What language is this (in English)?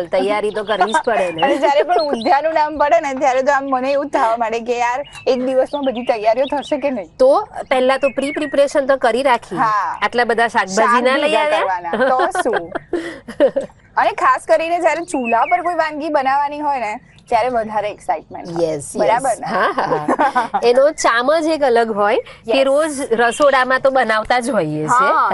Gujarati